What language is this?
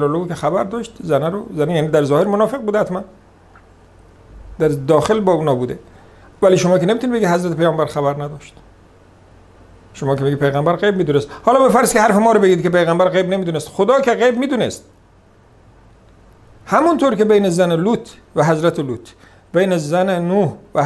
Persian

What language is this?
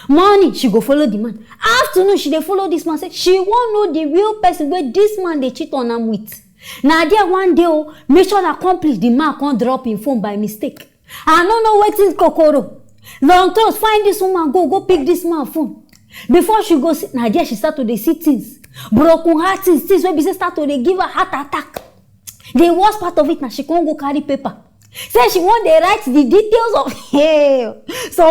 Nigerian Pidgin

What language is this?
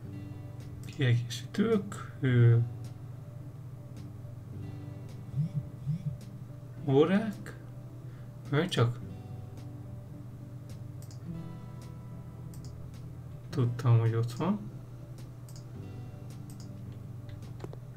Hungarian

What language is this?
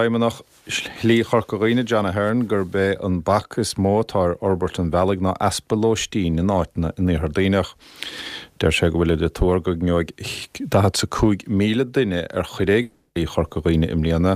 Irish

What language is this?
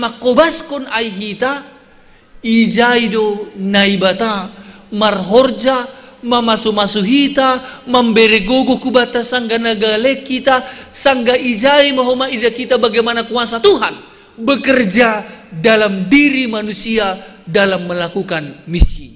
Batak Simalungun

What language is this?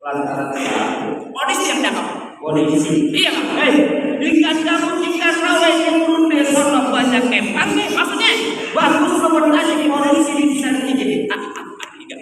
Betawi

